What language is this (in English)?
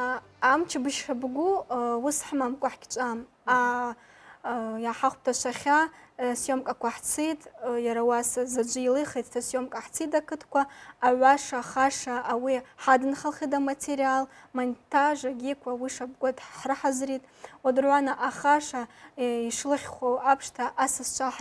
Abkhazian